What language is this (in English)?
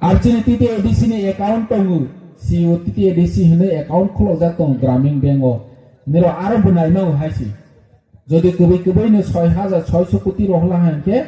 Kok Borok